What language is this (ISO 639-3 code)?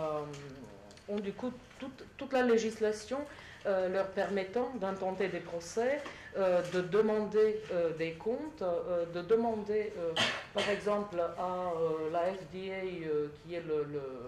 fra